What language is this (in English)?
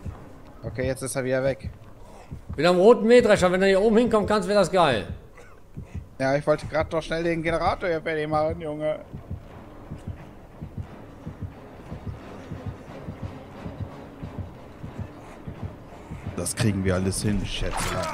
German